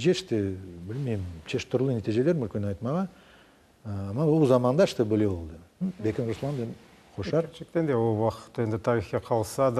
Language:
Crimean Tatar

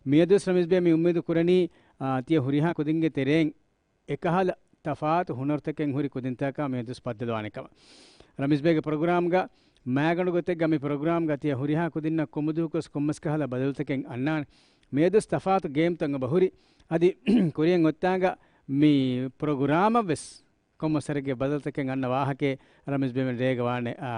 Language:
Divehi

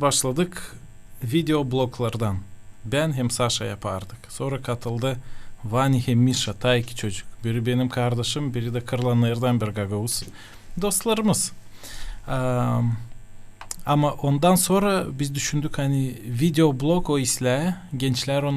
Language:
Gagauz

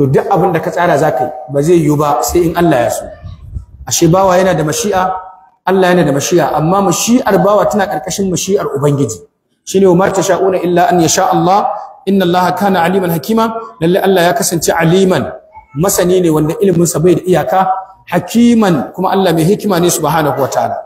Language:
Hausa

